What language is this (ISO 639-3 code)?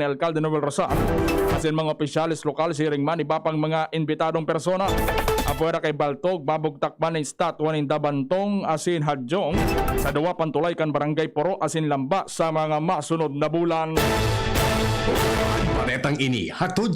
bik